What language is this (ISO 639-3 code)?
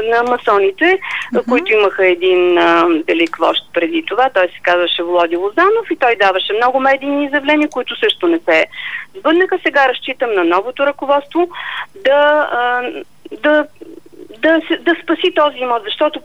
bul